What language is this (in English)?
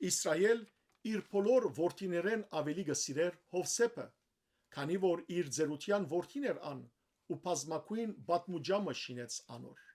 Western Armenian